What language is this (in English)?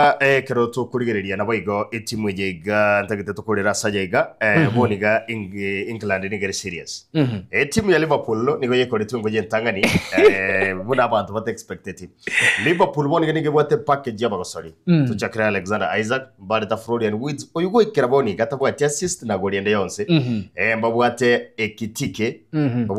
Gusii